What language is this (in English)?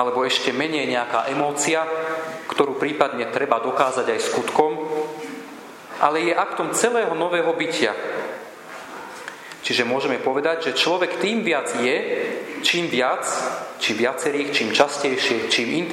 Slovak